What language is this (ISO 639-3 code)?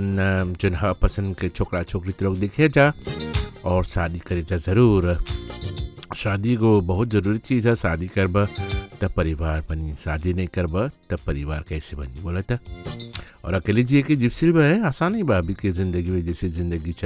bho